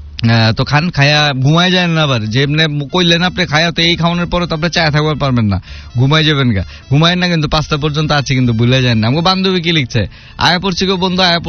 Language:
Bangla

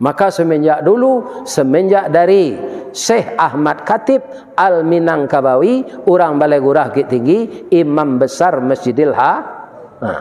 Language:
Minangkabau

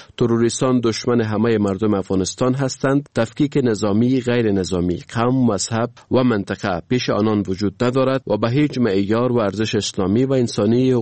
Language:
Persian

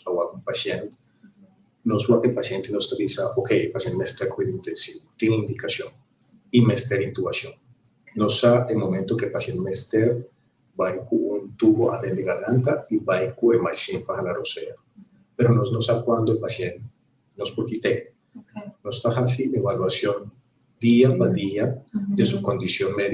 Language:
Papiamento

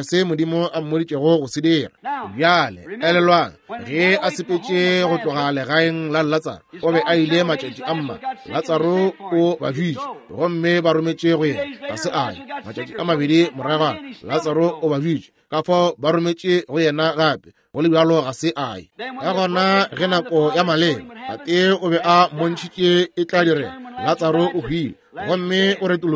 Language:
Northern Sotho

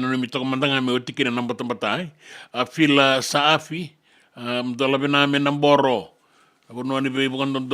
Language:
Fijian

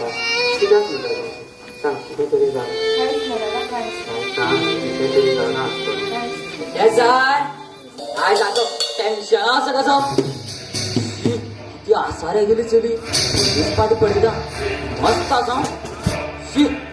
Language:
Konkani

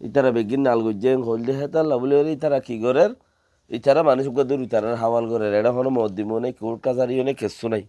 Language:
Rohingya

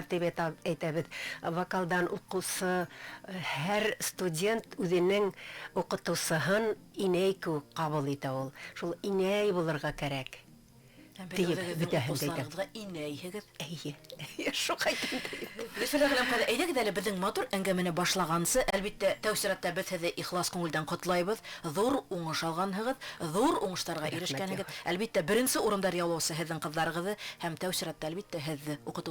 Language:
Bashkir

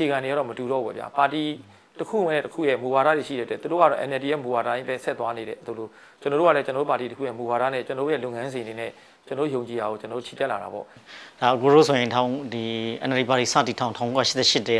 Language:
Burmese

